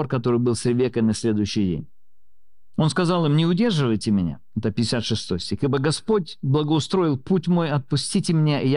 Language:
Russian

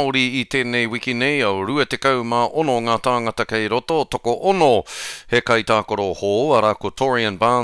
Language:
Māori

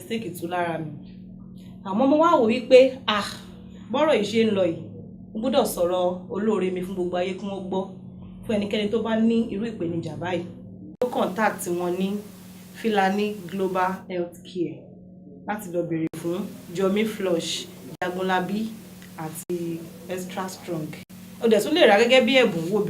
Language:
Yoruba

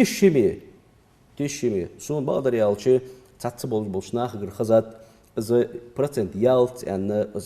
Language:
Ingush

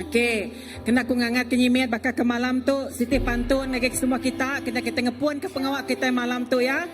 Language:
Iban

